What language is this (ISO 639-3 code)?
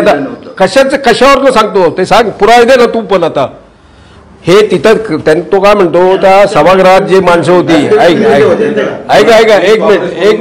mar